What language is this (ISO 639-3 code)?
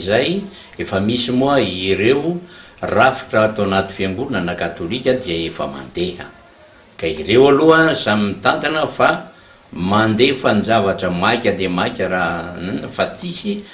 mlg